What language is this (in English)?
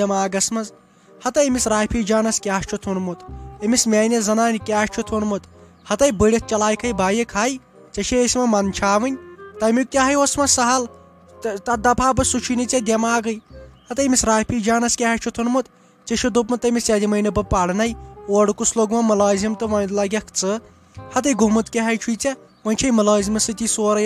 Kashmiri